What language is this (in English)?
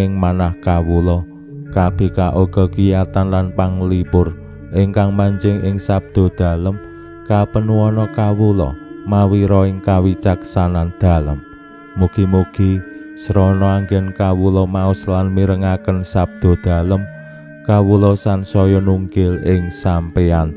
Javanese